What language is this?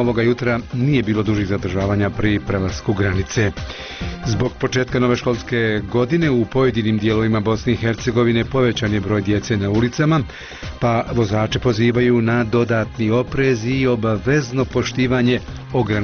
Bosnian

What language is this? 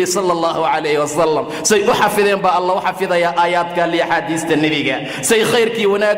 Somali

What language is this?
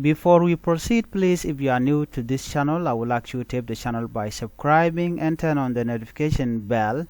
Nuer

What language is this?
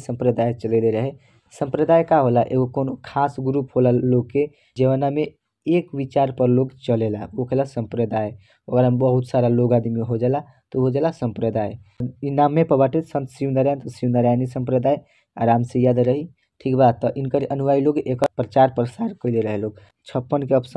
Bhojpuri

